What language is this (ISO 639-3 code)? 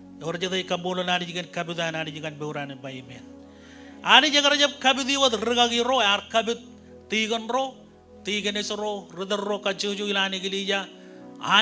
mah